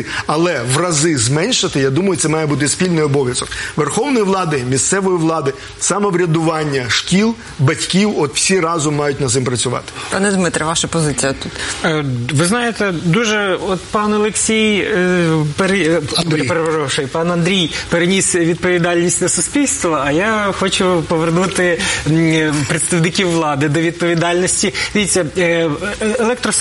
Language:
Ukrainian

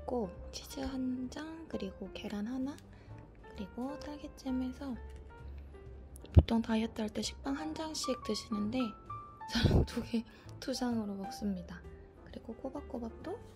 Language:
Korean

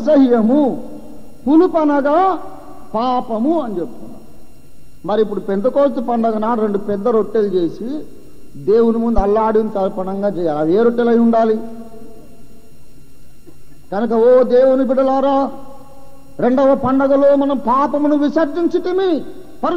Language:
Telugu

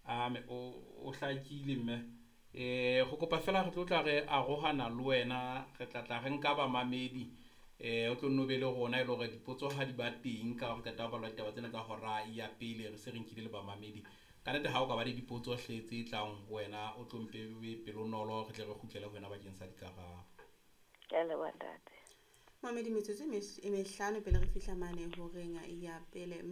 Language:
Southern Sotho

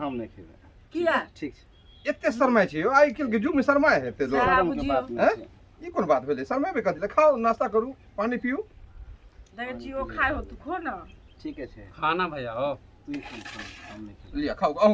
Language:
Maithili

